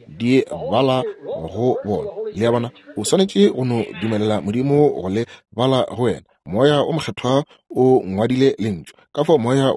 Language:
Northern Sotho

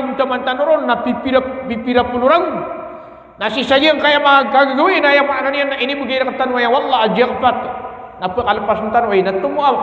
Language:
Maranao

